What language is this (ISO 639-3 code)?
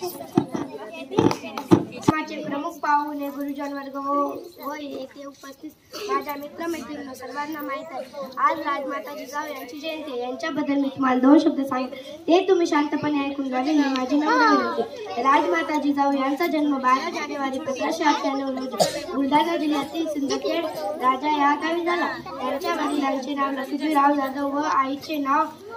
mar